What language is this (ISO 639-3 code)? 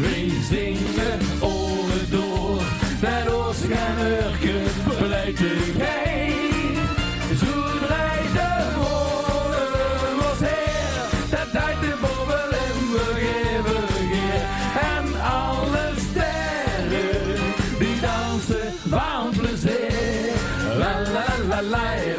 lim